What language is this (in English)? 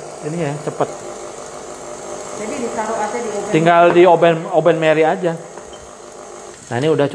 Indonesian